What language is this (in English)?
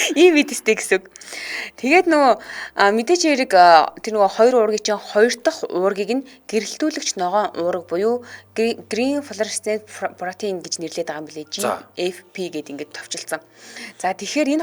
Mongolian